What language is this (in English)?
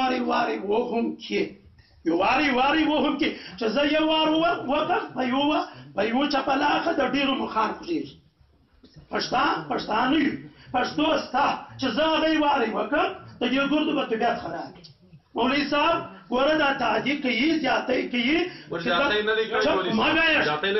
Pashto